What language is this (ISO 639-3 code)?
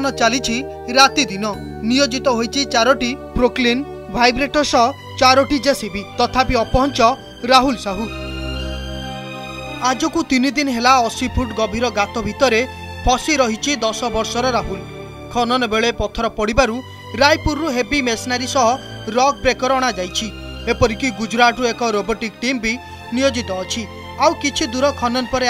ori